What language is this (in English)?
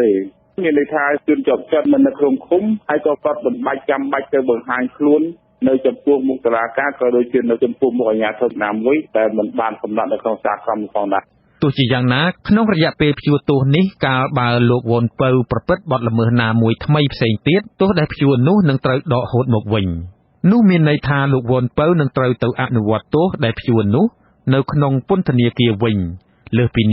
Khmer